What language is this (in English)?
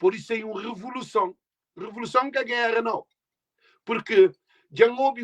Kabuverdianu